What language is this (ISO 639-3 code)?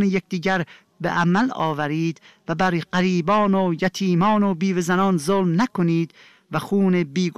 fas